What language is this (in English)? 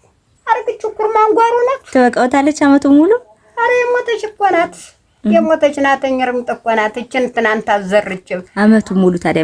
Amharic